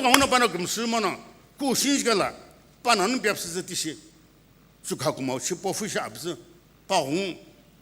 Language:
Sumi Naga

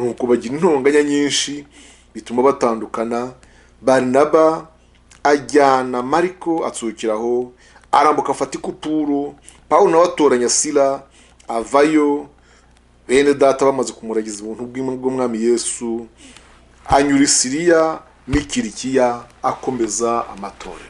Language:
Kinyarwanda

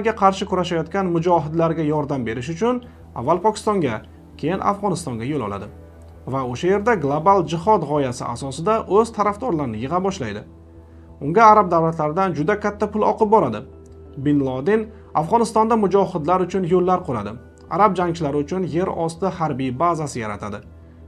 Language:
Uzbek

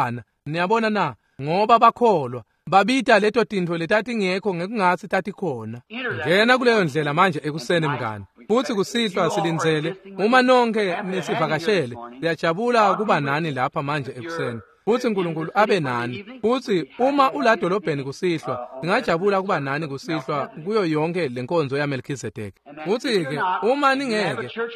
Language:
Swati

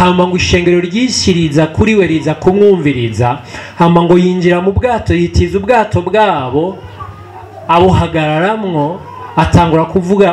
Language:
Rundi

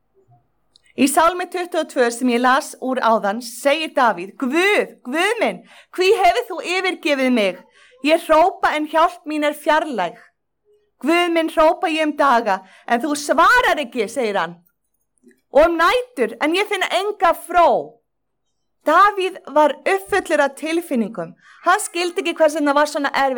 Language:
Icelandic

